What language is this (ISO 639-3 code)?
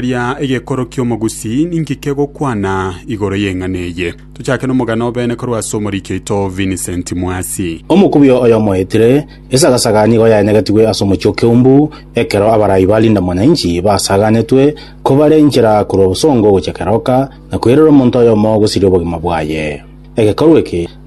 guz